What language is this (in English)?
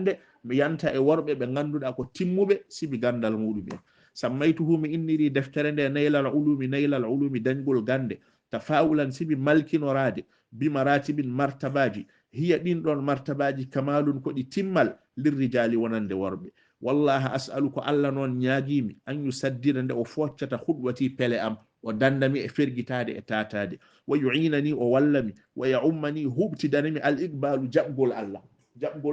Fula